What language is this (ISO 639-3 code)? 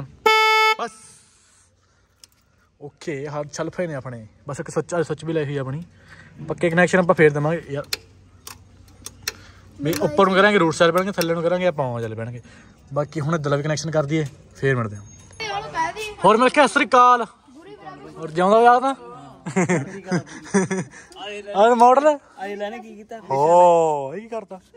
pan